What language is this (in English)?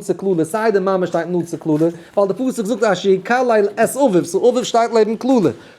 Yiddish